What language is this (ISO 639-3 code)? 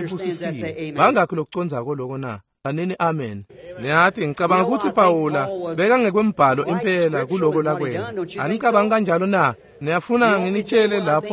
ssw